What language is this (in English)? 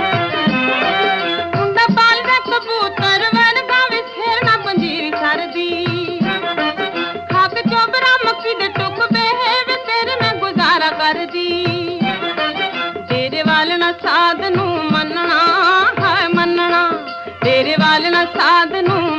Punjabi